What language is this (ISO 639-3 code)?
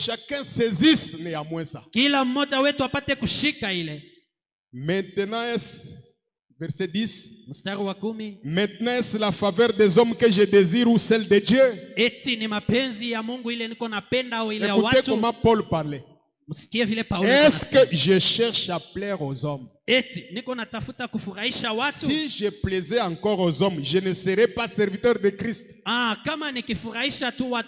swa